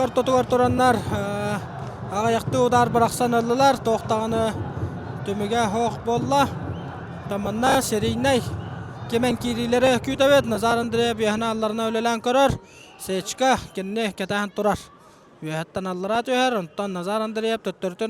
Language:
Yakut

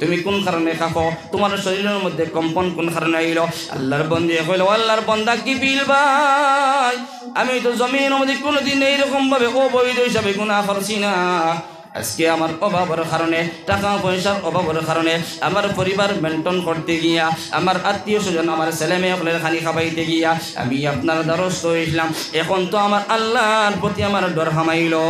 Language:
Sylheti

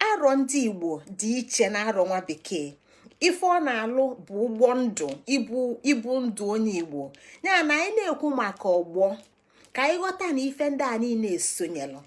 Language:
Igbo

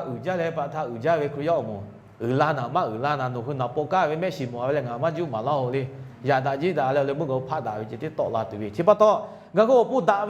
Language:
Lahu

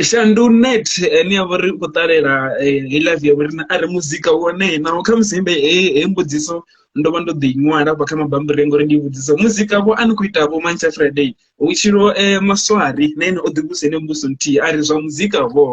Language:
Venda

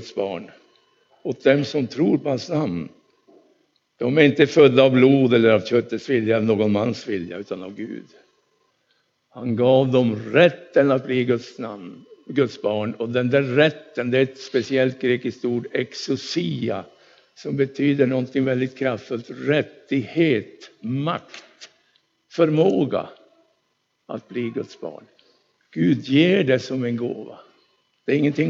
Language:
Swedish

